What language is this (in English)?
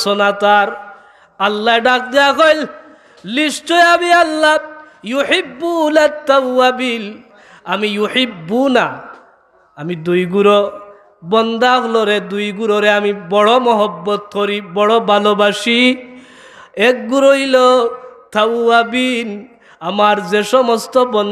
Sylheti